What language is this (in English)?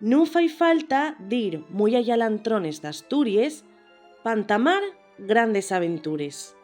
Asturian